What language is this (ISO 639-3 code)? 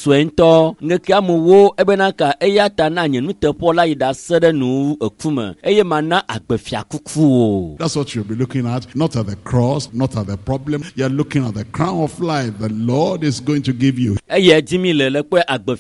ewe